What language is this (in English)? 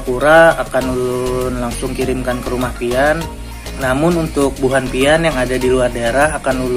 Banjar